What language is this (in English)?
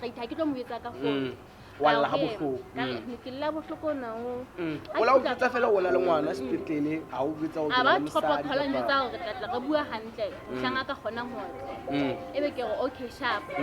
Southern Sotho